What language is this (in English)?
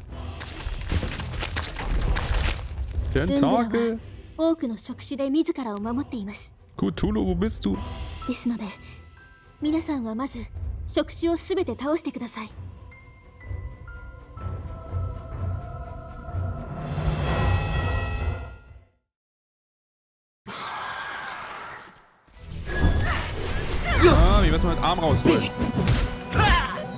German